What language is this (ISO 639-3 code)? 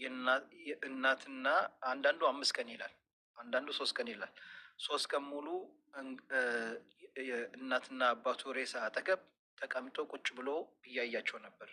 amh